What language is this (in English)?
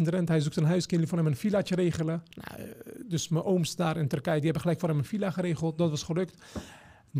Dutch